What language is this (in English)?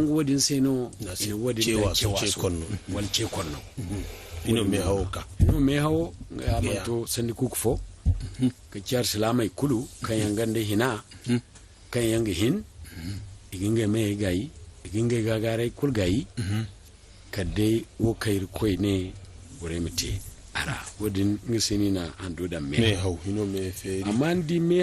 Zarma